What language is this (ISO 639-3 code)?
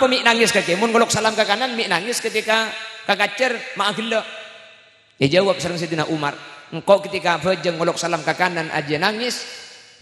mad